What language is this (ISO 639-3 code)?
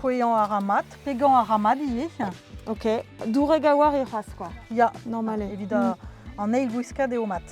bre